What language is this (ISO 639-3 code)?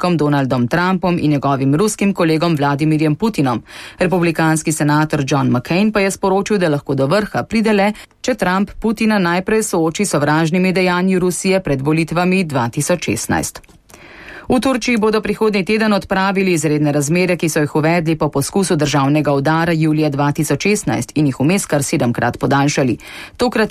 slv